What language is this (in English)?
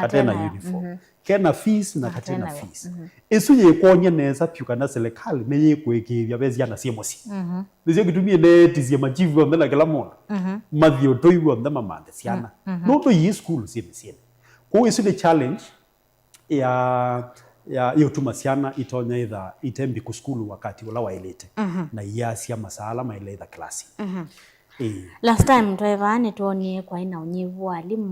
Kamba